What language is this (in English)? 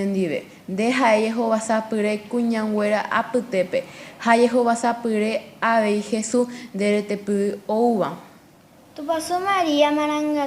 Guarani